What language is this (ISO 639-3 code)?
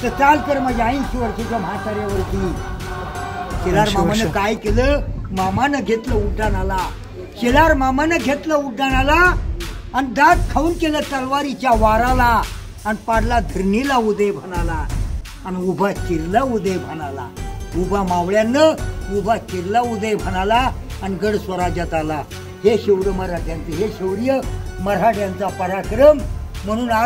mar